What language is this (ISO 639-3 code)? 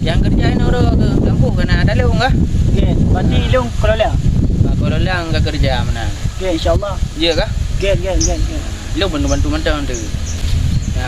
ace